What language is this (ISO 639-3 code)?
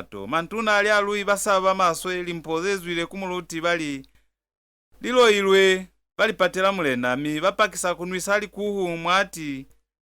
loz